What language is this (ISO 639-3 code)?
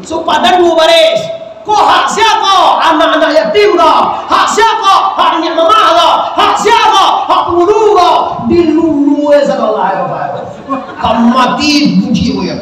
min